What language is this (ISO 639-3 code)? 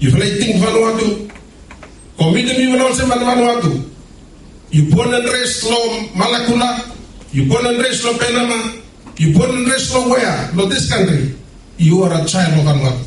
bis